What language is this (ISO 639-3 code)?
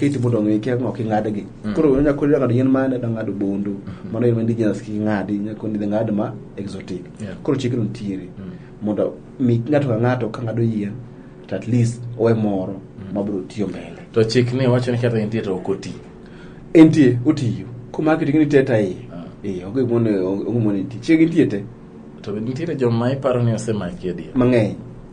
luo